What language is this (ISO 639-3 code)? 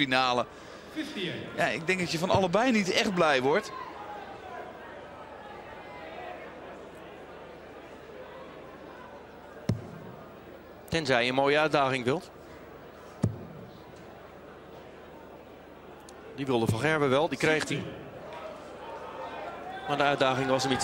nld